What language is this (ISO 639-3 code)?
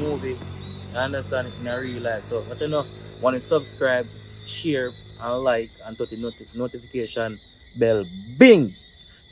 jam